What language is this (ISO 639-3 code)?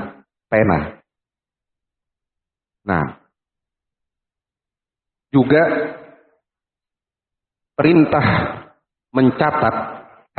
ind